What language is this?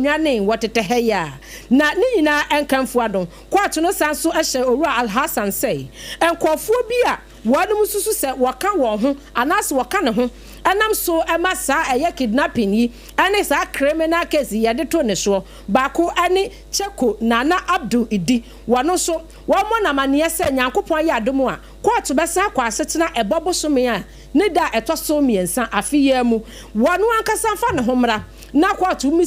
Akan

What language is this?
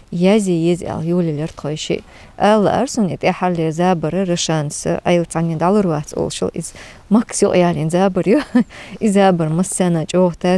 Chechen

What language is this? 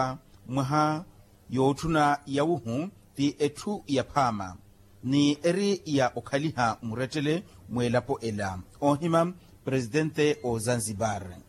Makhuwa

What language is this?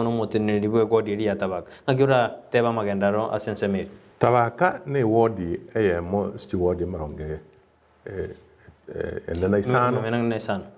Gusii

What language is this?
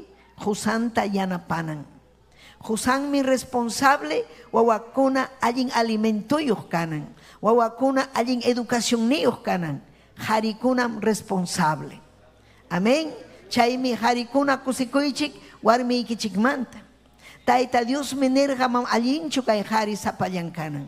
Ayacucho Quechua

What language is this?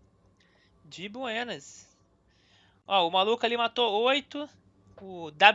Portuguese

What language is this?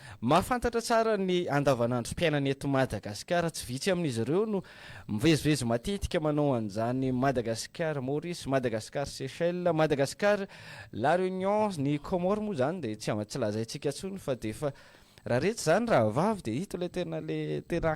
Malagasy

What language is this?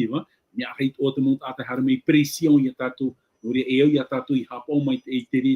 Tahitian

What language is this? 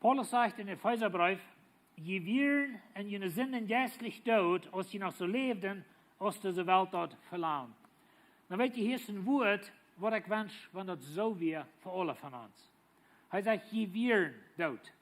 Plautdietsch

